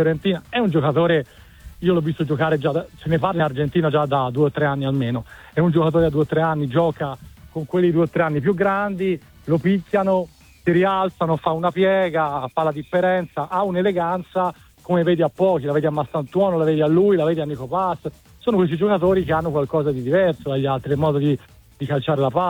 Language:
Italian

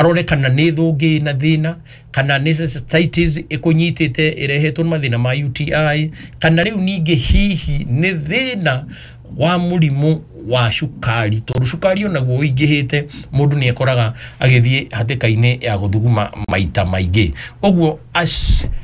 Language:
Kikuyu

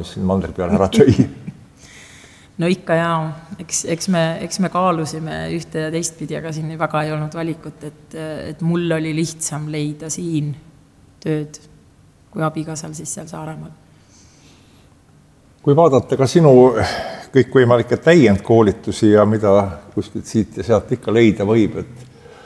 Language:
Estonian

